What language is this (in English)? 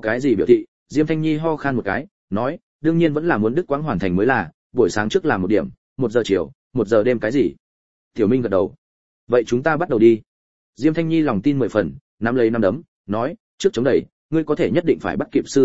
Vietnamese